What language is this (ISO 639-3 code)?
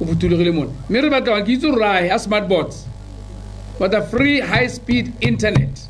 tsn